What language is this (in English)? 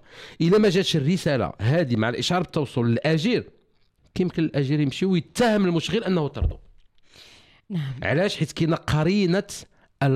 Moroccan Arabic